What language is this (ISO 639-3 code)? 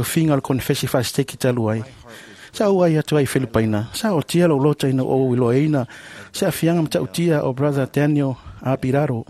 smo